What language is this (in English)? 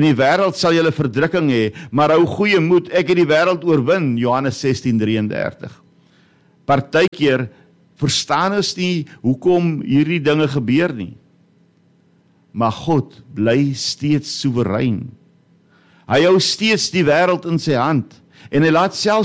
Afrikaans